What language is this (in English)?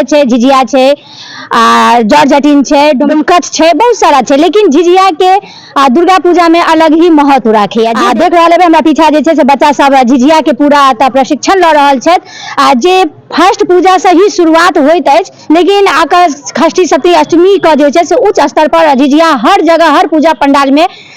Maithili